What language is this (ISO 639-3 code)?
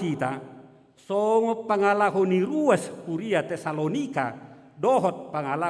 bbc